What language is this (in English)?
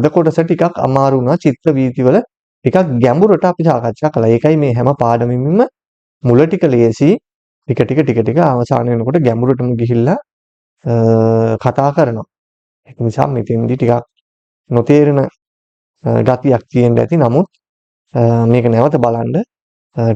Sinhala